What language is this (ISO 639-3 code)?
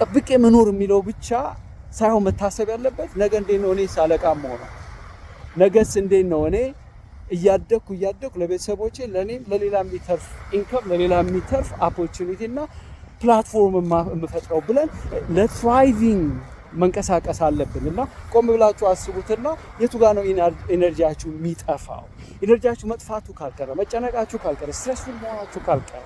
amh